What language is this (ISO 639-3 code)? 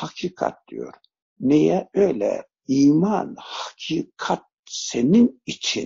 tur